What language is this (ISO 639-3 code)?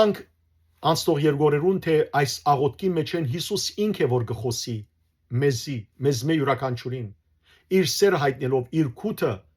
hyw